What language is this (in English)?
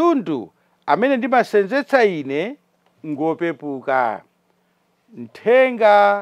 Nyanja